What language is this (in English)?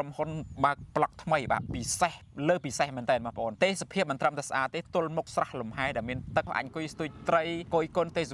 Khmer